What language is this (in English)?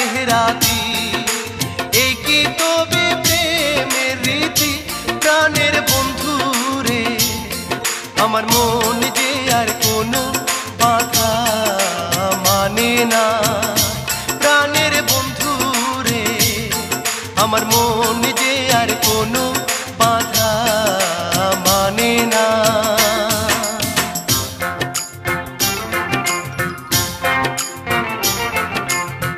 Bangla